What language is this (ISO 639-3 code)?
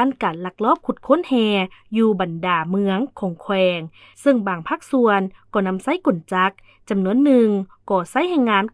lao